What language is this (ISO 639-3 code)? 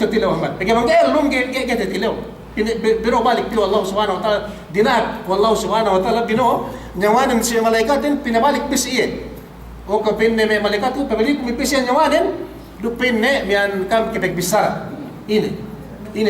yka